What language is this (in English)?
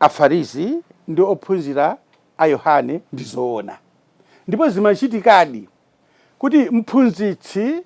Nyanja